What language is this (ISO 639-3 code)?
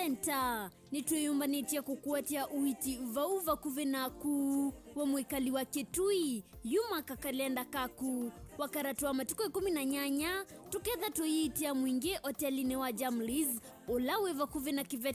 kam